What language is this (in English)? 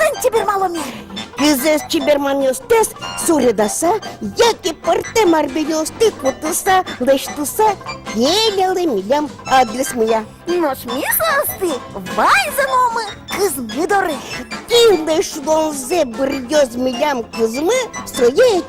Udmurt